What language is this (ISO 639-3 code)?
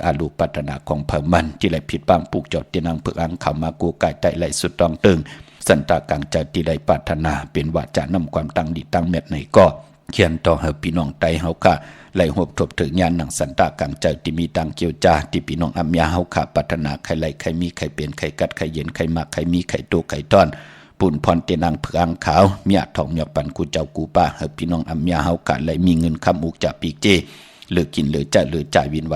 shn